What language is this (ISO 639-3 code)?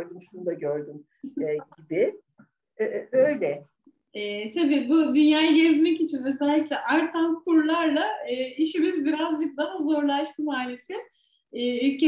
tur